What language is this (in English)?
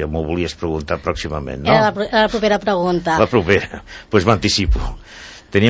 Catalan